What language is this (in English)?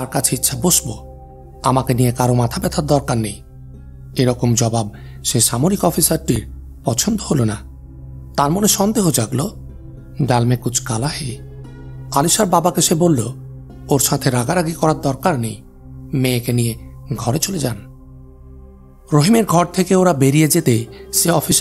Bangla